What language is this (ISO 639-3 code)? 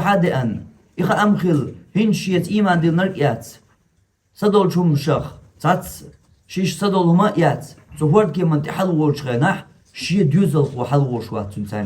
che